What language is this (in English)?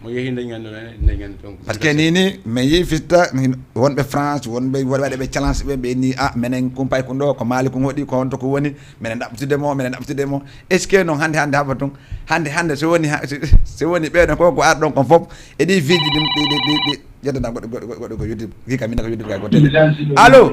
Fula